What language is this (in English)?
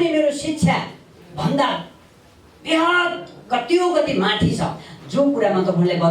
Nepali